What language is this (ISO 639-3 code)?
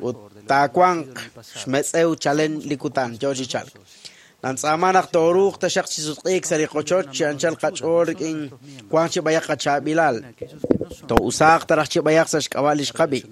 kek